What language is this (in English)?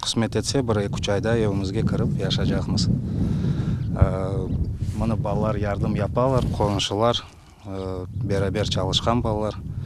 Crimean Tatar